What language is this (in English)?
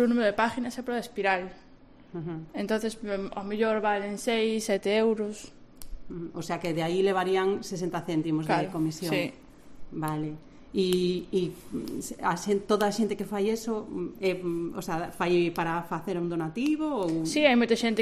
Galician